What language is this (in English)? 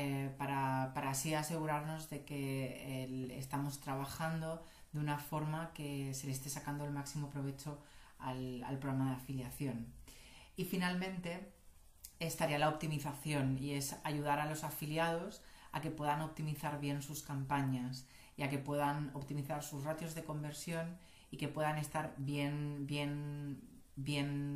Spanish